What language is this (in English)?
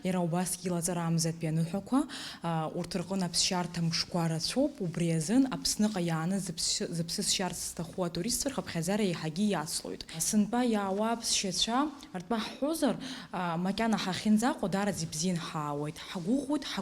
Abkhazian